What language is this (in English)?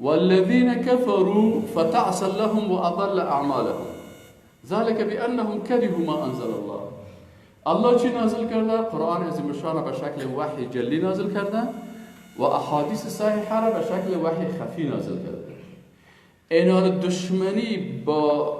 Persian